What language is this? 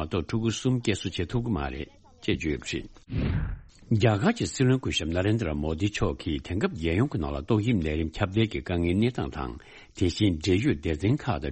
Tibetan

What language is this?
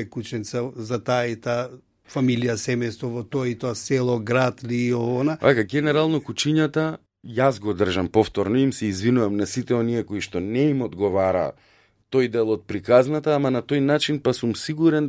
Macedonian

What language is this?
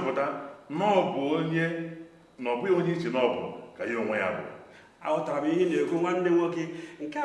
Igbo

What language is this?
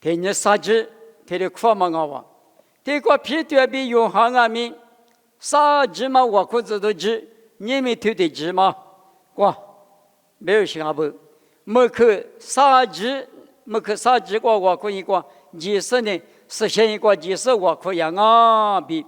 Lisu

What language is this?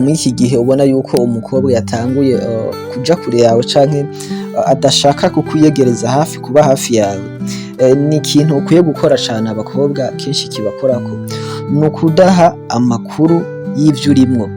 Rundi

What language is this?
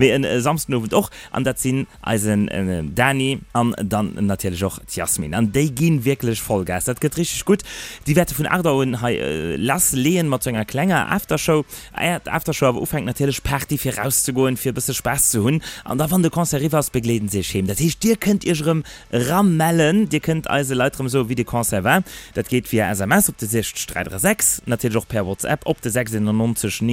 Luxembourgish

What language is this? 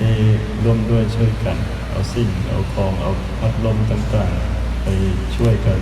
Lao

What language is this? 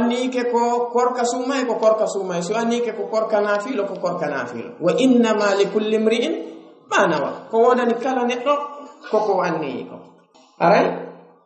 Pular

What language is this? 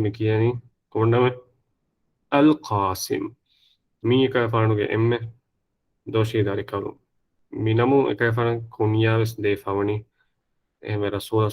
Divehi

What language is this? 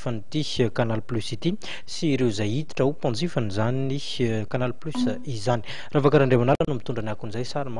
Malagasy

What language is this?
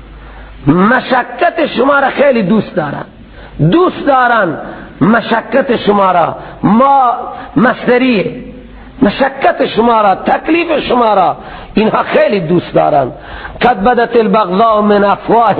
Persian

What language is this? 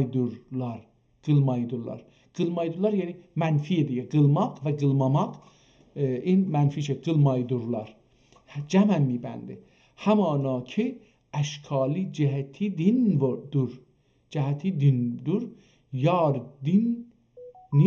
South Azerbaijani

